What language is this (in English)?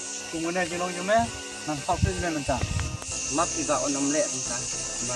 Khasi